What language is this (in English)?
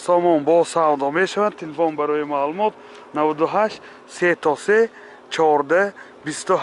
Tajik